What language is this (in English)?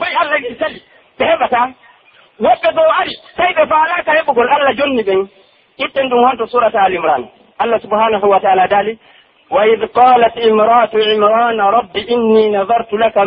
Pular